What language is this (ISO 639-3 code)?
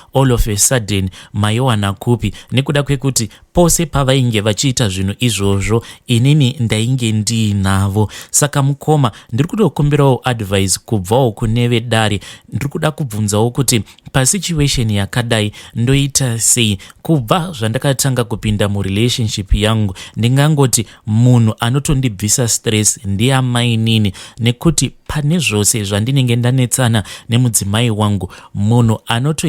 sna